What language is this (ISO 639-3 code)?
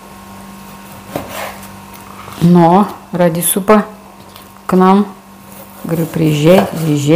rus